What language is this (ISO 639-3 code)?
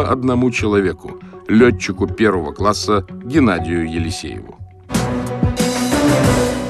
rus